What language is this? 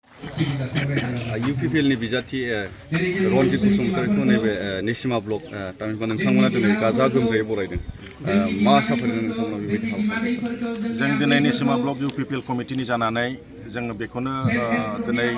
Bodo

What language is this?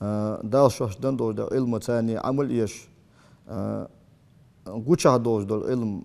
Ingush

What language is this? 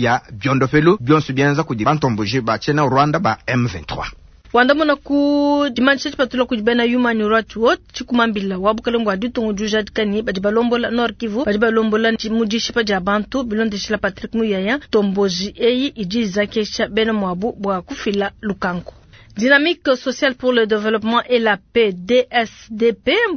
Luba-Lulua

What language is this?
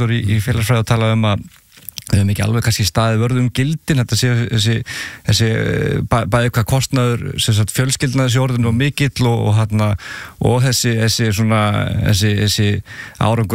Icelandic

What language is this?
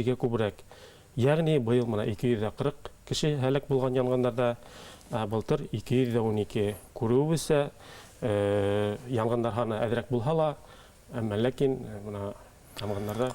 Bashkir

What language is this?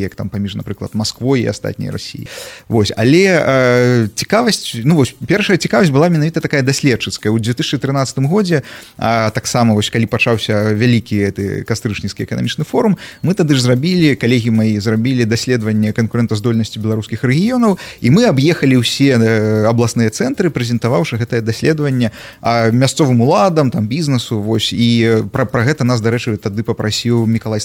Belarusian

